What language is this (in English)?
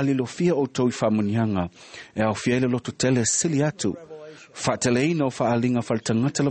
Samoan